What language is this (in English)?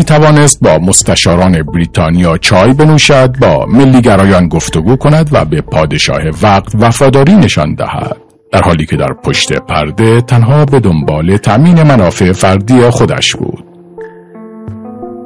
Persian